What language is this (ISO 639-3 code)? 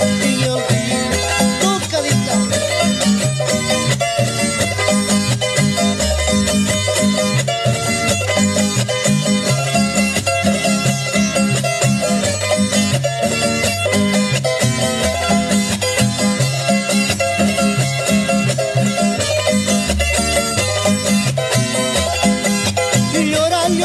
spa